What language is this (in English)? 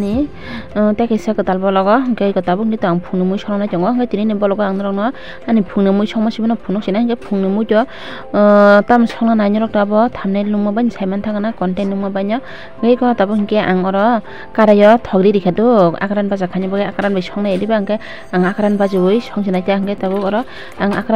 Kok Borok